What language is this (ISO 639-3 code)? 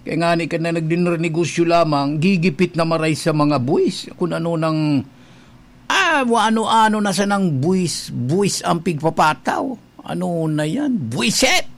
bik